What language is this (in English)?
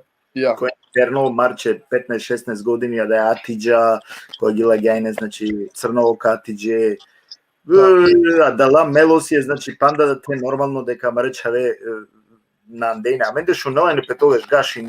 Balkan Romani